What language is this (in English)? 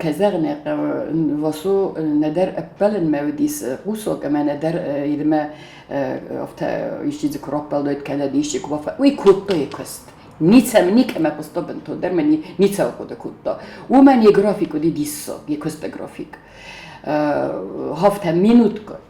Ossetic